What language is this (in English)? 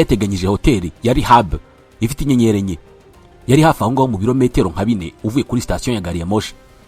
Kinyarwanda